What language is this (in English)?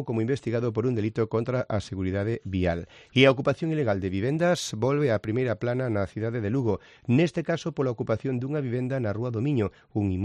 Galician